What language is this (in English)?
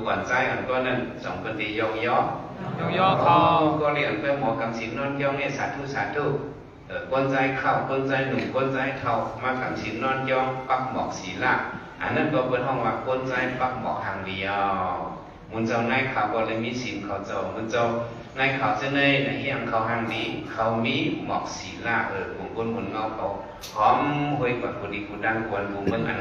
Shan